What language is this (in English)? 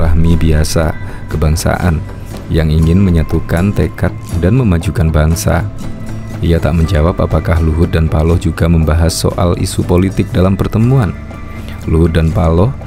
Indonesian